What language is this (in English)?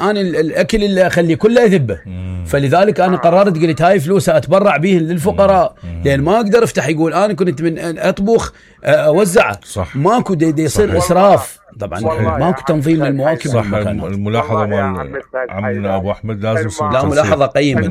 Mesopotamian Arabic